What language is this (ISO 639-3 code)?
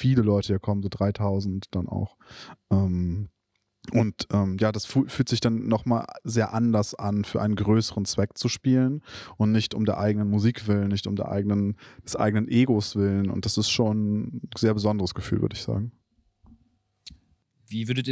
deu